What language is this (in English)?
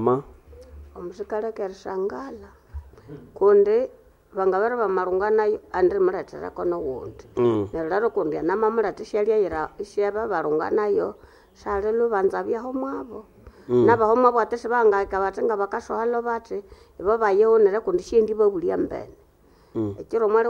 Nande